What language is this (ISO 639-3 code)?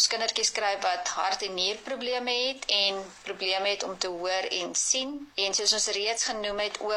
afr